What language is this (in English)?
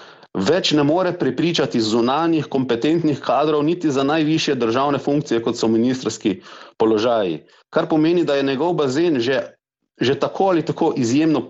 Slovenian